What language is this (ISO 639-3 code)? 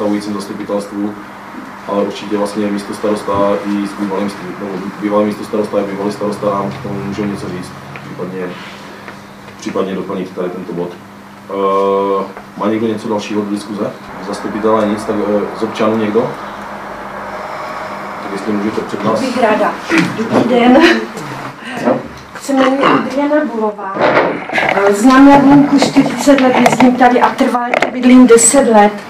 ces